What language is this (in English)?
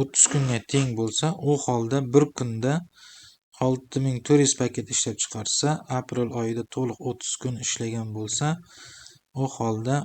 Uzbek